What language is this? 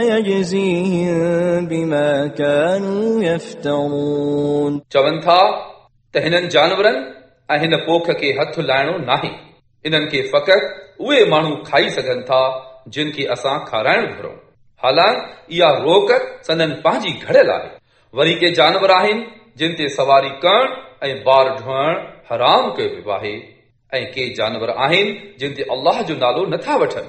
Sindhi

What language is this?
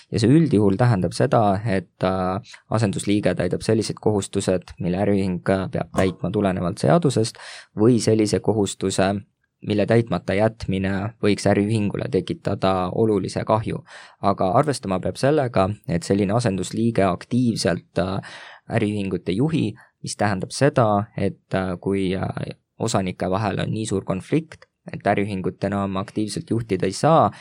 Estonian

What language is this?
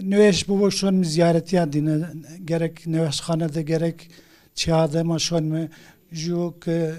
Zaza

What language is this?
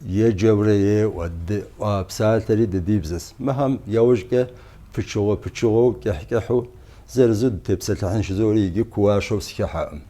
Kabardian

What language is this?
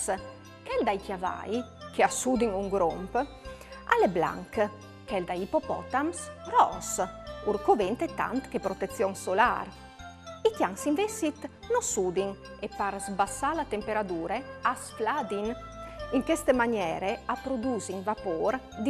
Friulian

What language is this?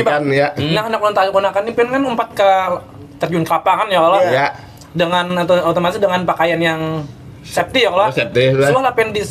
Banjar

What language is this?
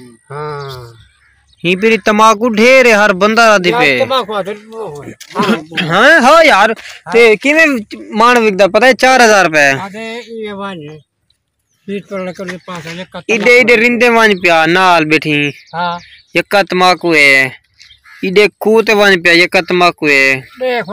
Saraiki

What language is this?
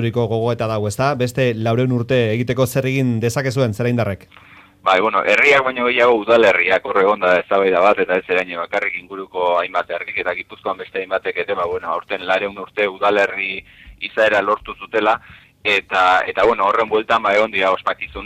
Basque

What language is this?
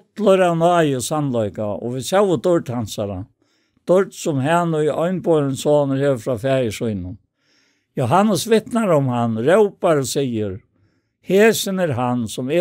Faroese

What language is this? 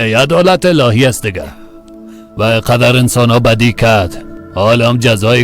Persian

